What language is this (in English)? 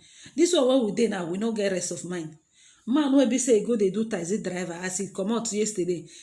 Nigerian Pidgin